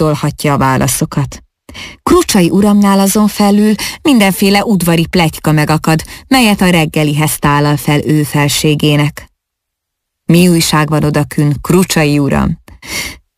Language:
Hungarian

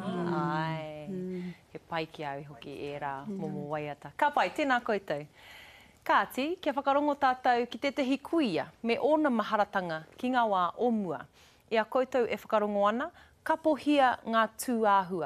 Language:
Māori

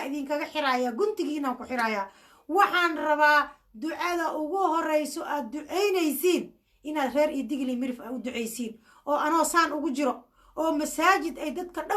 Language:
Somali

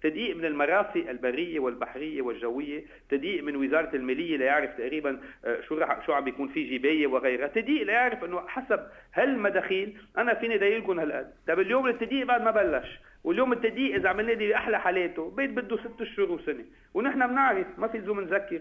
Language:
North Levantine Arabic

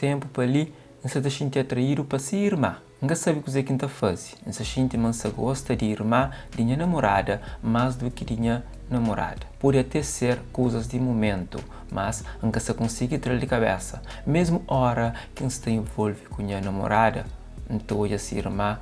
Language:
Kabuverdianu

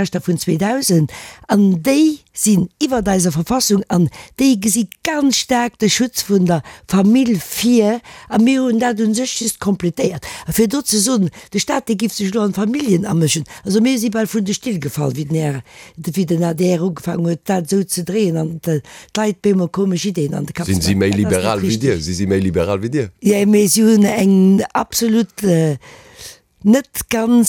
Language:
Luxembourgish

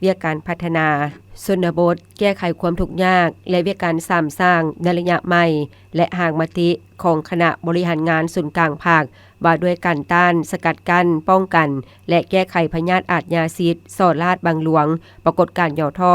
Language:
Lao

